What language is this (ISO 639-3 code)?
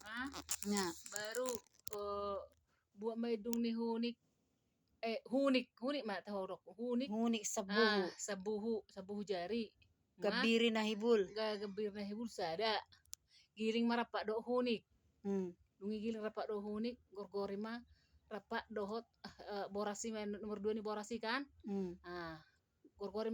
bbc